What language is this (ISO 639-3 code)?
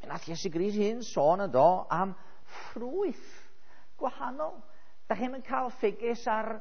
cym